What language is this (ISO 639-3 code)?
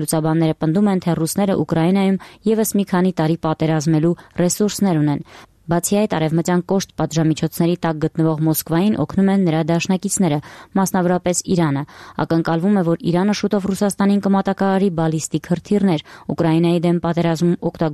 hye